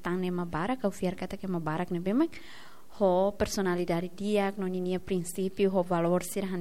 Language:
Tetum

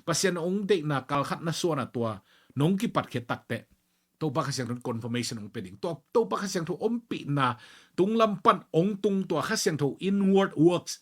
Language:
Tedim Chin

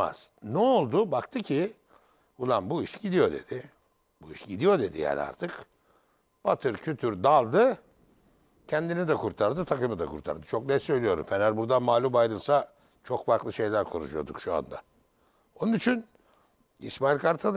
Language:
Turkish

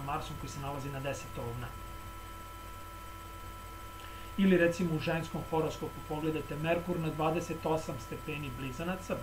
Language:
Serbian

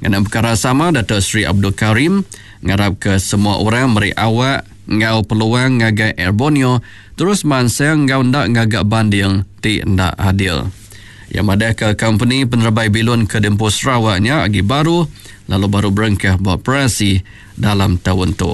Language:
Iban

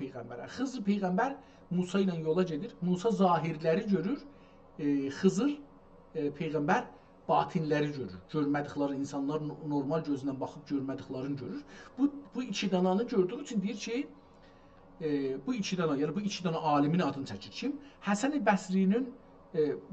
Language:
South Azerbaijani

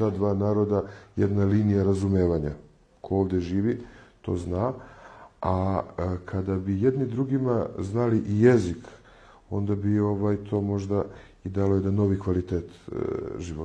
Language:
Serbian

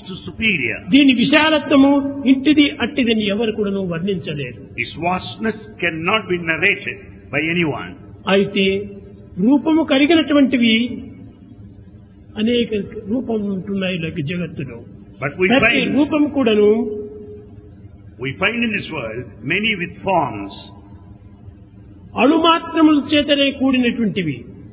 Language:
Telugu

